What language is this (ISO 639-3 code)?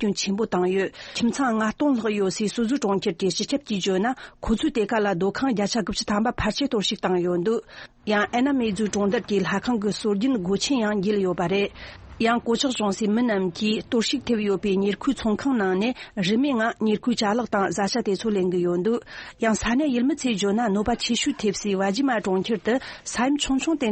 bod